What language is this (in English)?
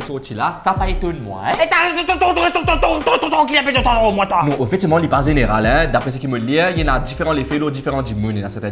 Morisyen